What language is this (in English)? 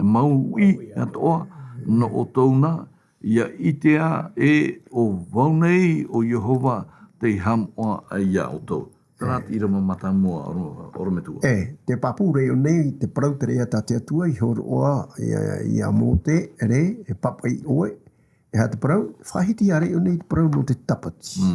Tahitian